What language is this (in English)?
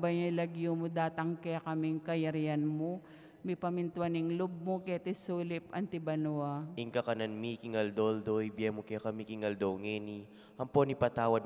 Pampanga